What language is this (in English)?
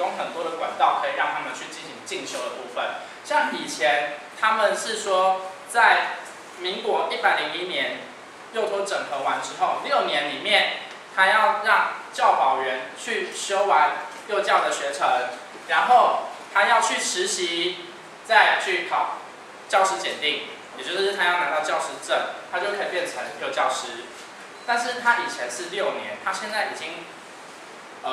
Chinese